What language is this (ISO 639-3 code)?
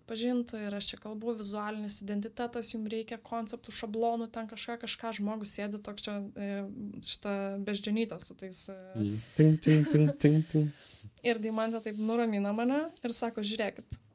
lit